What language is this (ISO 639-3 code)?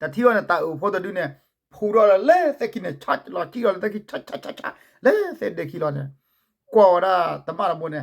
ksw